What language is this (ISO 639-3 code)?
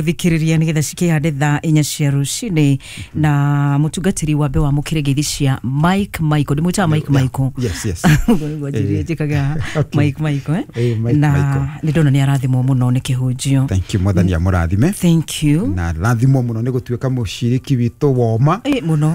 kik